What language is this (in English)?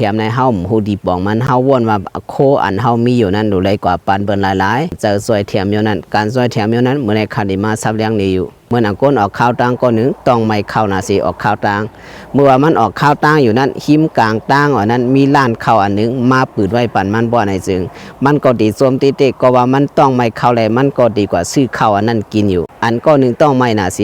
Shan